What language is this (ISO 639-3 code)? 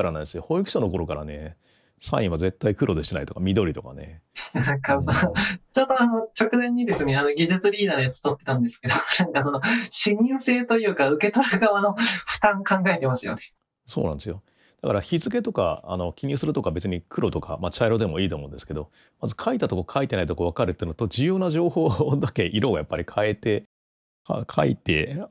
jpn